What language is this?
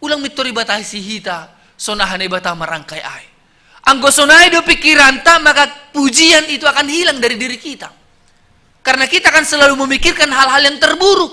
Batak Simalungun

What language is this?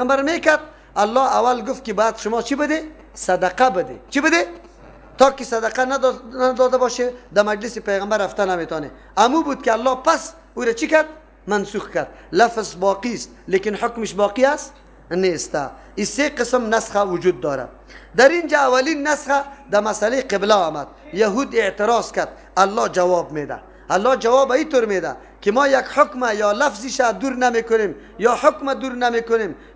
Persian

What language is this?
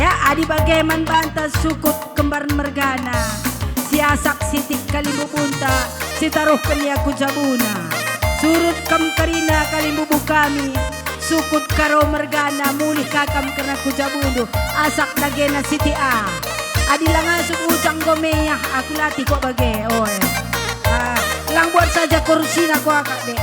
Batak Karo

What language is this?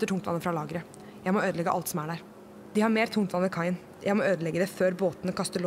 Norwegian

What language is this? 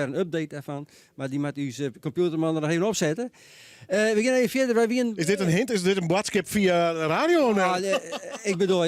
Western Frisian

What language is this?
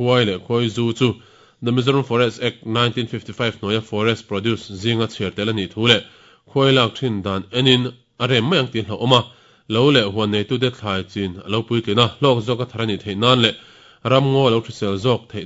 Mizo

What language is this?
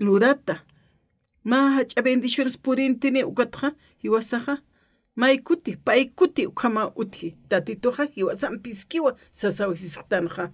Aymara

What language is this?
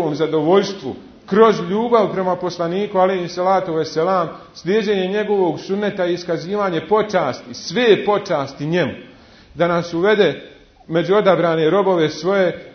Bosnian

